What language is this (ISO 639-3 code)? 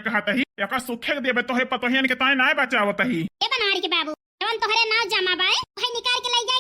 awa